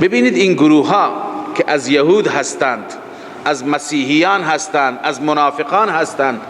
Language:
Persian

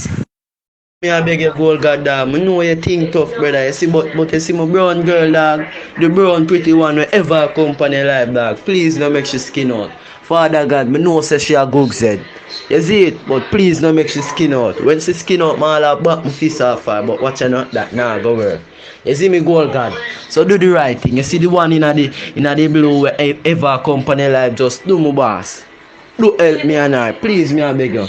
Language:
Jamaican Creole English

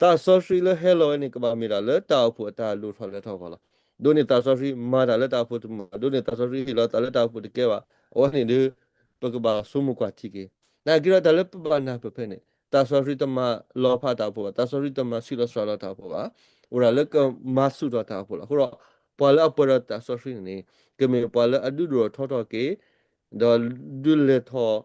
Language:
S'gaw Karen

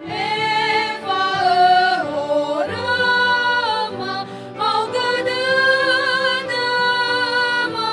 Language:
Nias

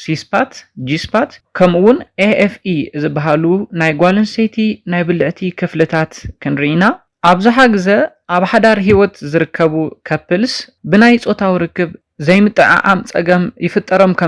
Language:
Tigrinya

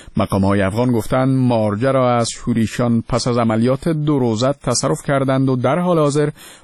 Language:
Persian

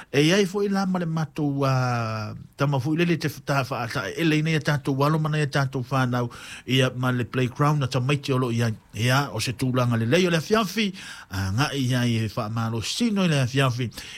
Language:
Samoan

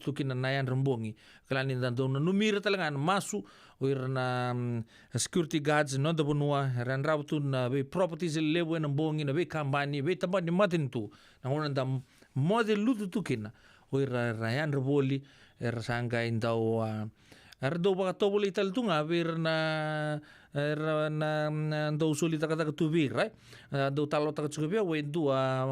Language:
Fijian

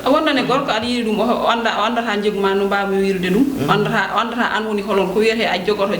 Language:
Fula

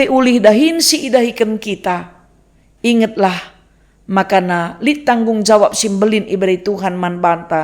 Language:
Batak Karo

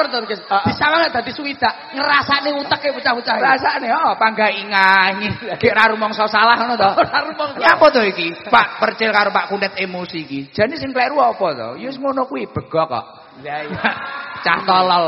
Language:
Javanese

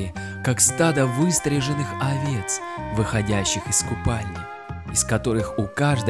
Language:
Russian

